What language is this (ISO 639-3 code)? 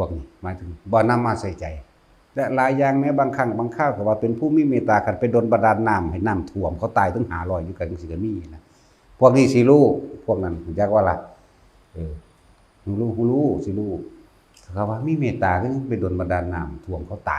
lao